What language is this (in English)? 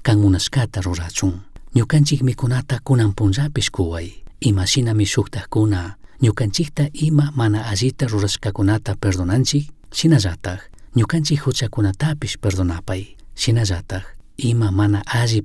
Chimborazo Highland Quichua